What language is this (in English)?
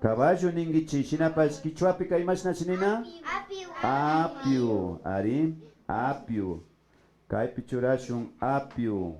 Imbabura Highland Quichua